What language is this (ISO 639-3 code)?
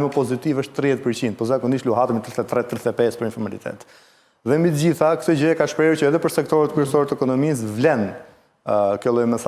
sqi